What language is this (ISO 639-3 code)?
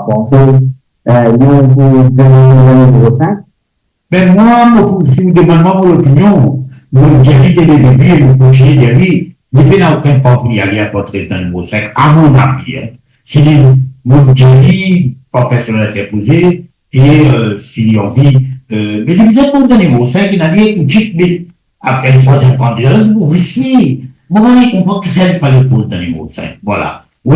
mfe